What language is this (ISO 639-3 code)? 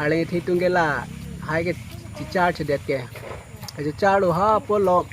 mjw